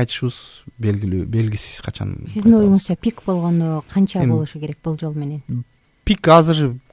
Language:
Kyrgyz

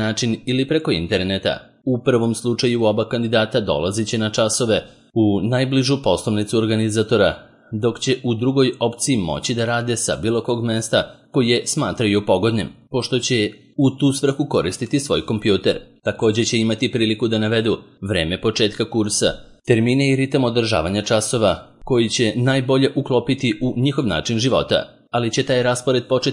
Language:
Serbian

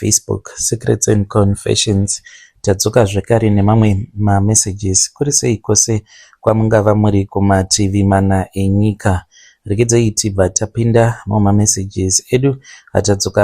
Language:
Shona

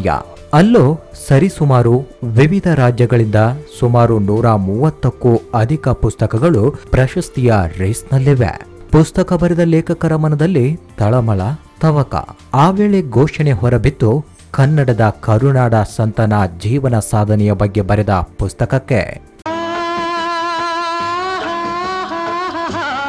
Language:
Kannada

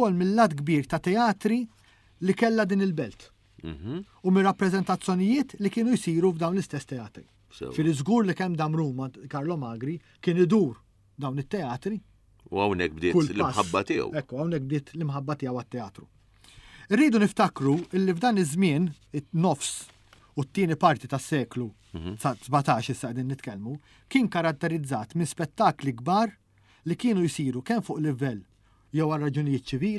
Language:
Maltese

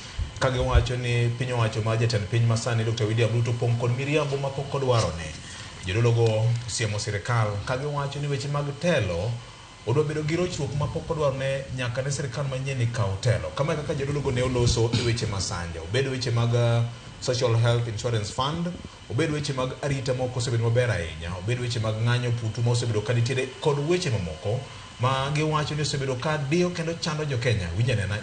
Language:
Luo (Kenya and Tanzania)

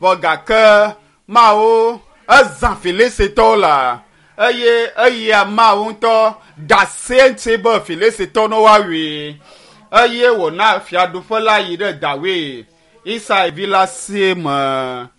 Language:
Ewe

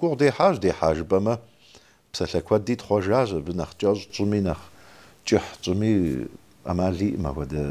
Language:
Kabardian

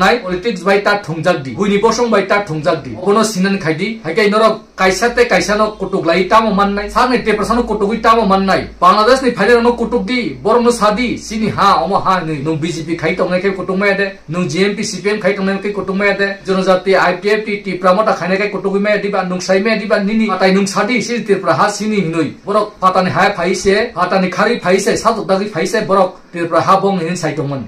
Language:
Kok Borok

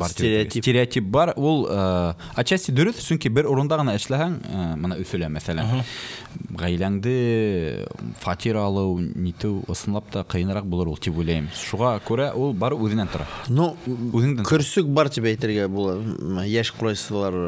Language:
Bashkir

